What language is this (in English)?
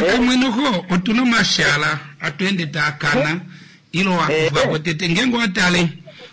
Kuanyama